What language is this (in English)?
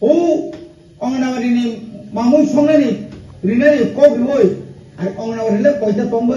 Kok Borok